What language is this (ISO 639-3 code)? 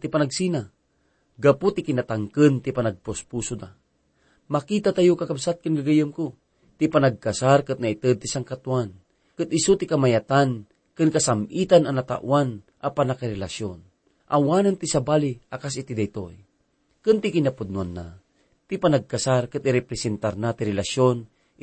ilo